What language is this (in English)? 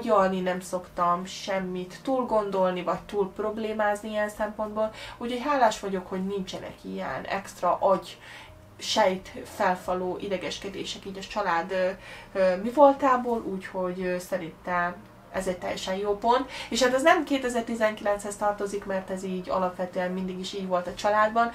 Hungarian